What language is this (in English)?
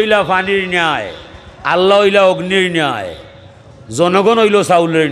Sylheti